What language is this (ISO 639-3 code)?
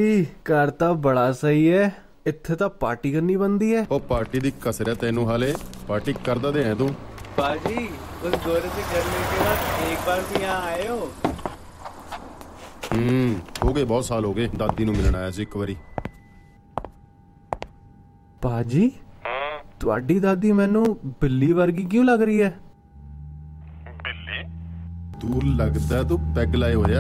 pan